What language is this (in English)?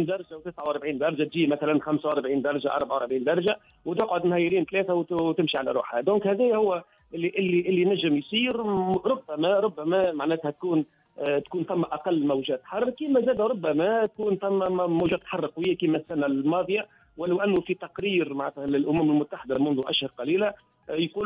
Tunisian Arabic